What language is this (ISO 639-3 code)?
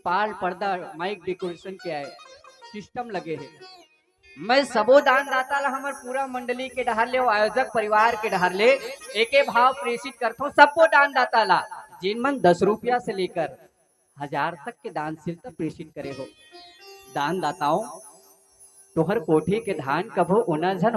hne